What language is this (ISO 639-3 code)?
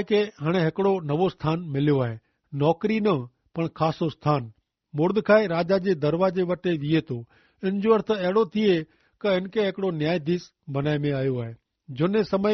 kfr